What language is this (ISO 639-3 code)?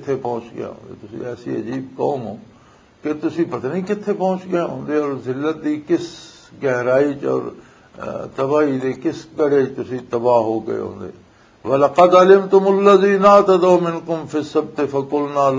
lah